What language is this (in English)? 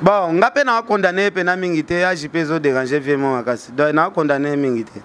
Lingala